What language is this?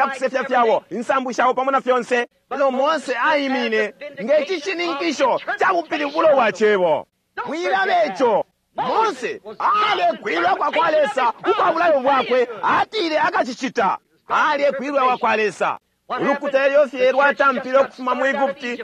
Bemba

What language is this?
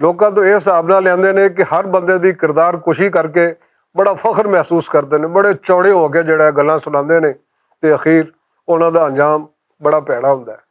Western Panjabi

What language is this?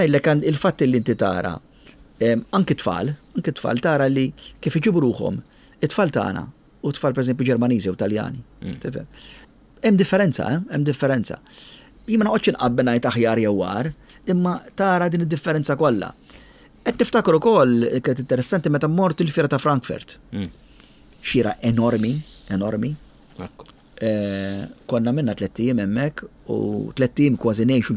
Maltese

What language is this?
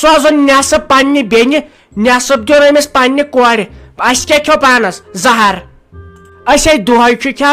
Kashmiri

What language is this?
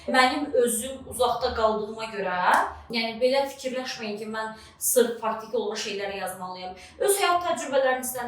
Azerbaijani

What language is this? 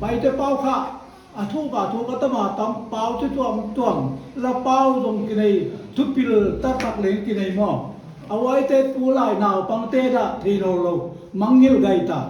Paite Chin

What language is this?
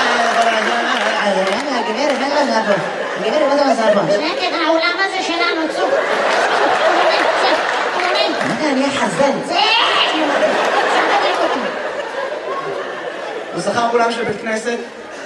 Hebrew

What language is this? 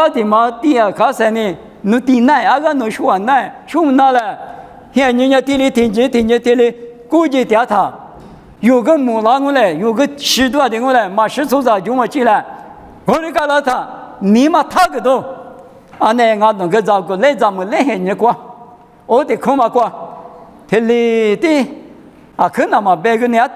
Lisu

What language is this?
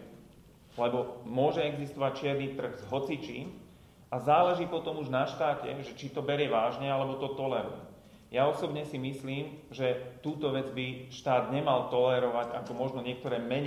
Slovak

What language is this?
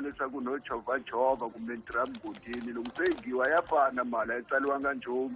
Tsonga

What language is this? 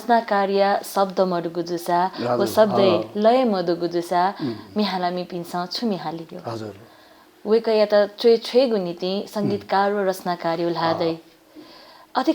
Newari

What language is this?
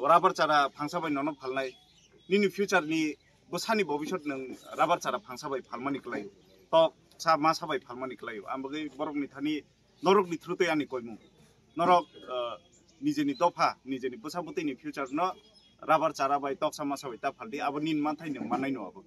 Kok Borok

